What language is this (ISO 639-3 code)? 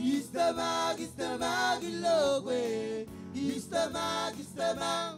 mah